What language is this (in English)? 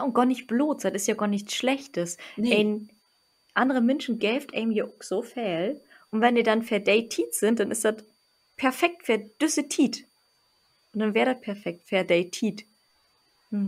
Low German